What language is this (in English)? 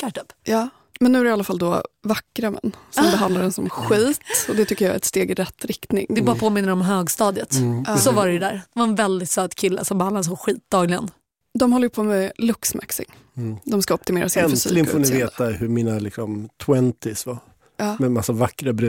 Swedish